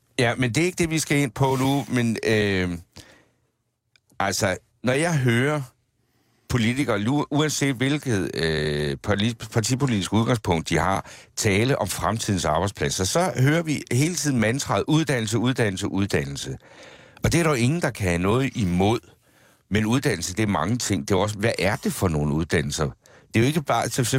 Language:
Danish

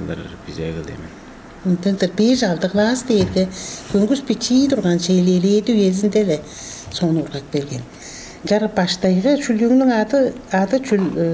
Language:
Tuvinian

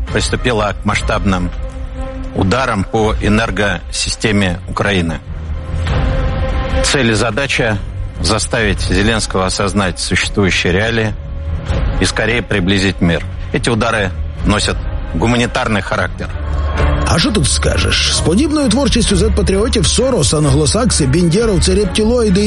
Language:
Ukrainian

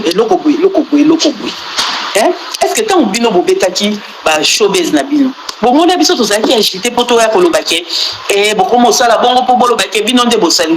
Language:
Lingala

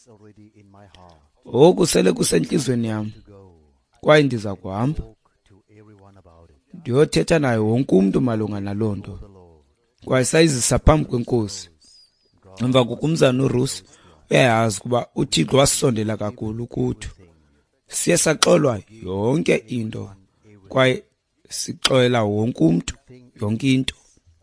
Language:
Xhosa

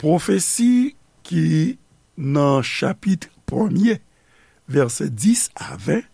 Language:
Haitian Creole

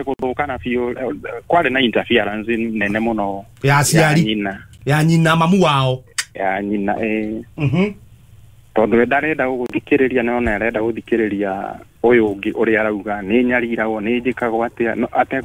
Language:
Kikuyu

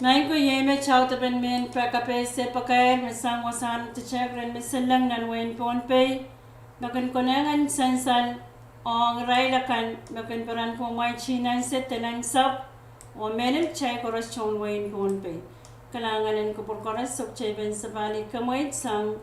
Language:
Pohnpeian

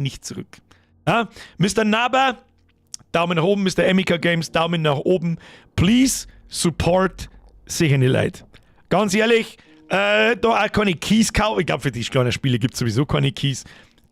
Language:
Bavarian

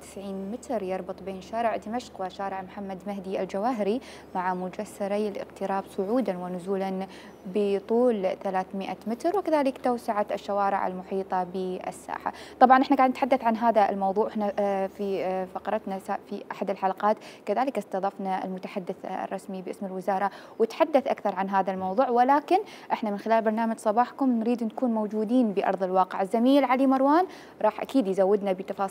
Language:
Mesopotamian Arabic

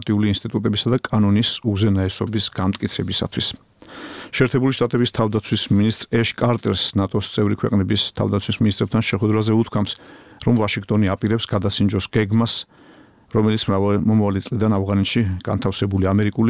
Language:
Georgian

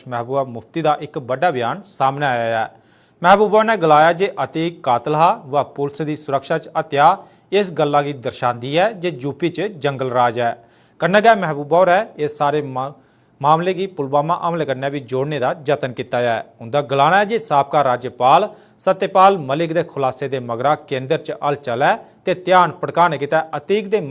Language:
Dogri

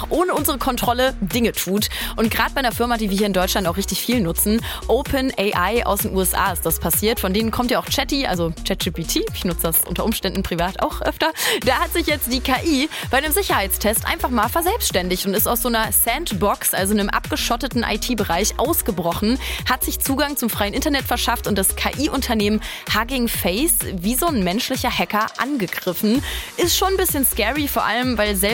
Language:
German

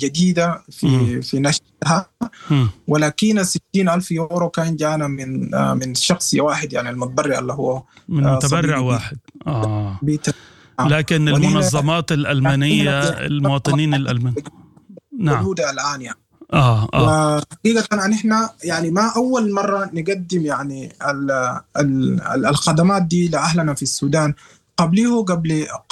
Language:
Sudanese Arabic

